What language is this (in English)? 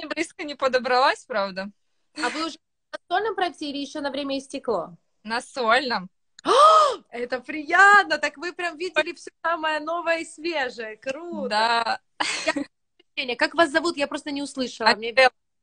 Russian